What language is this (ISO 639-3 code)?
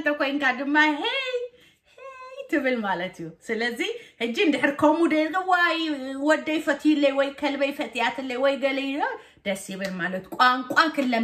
tir